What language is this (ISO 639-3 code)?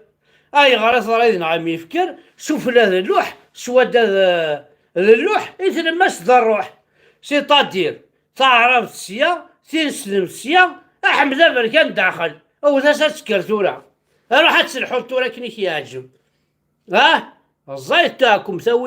kab